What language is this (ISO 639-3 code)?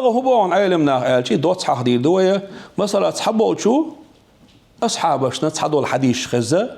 che